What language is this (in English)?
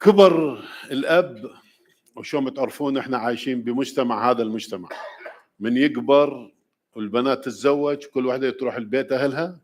Mesopotamian Arabic